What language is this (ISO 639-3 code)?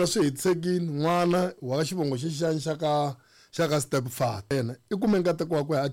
tso